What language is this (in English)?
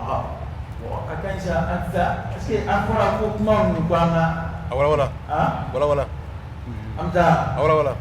Dyula